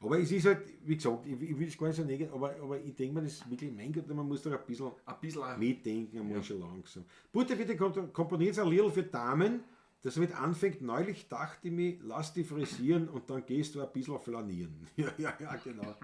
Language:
Bavarian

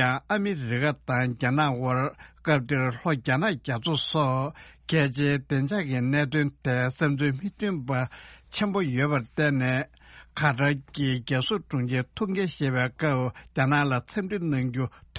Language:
Tibetan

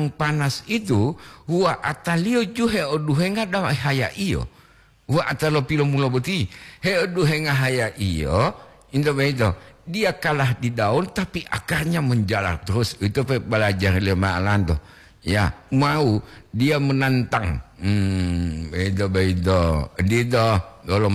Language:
Gorontalo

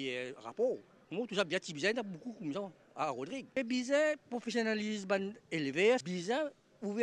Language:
Morisyen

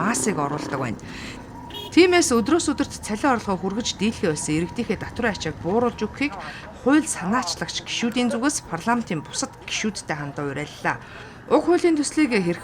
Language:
Mongolian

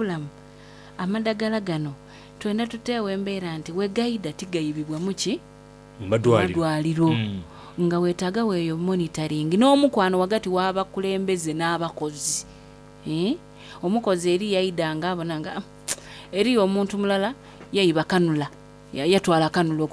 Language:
Soga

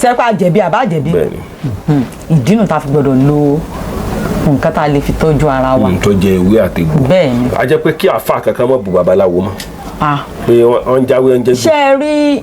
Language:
Yoruba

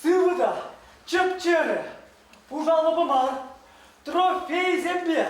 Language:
Chuvash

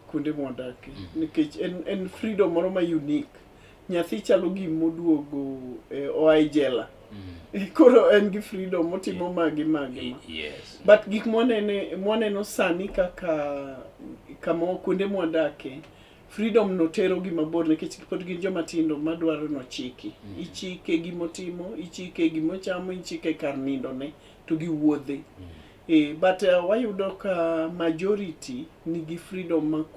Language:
Luo (Kenya and Tanzania)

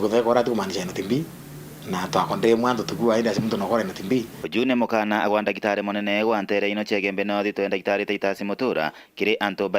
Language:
Meru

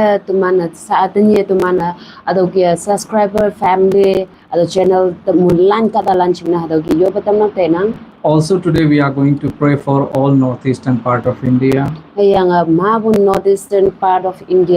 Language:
Konyak Naga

